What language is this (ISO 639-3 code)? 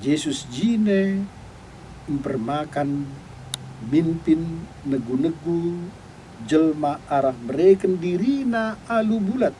btx